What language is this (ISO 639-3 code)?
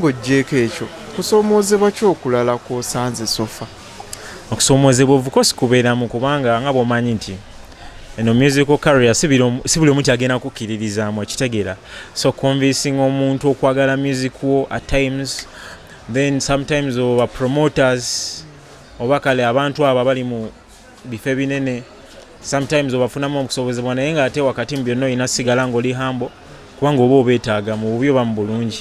lug